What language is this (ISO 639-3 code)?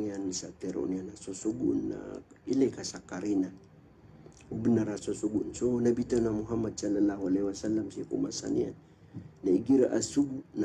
mrw